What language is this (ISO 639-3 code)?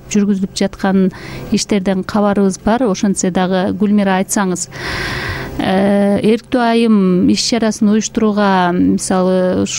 kir